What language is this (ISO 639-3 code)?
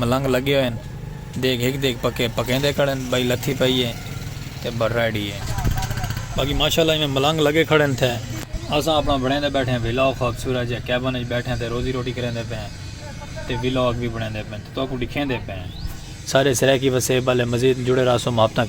skr